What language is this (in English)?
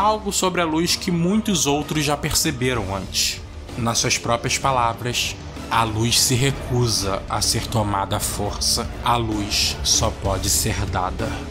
Portuguese